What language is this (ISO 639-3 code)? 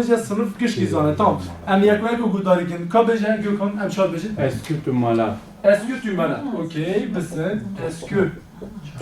kur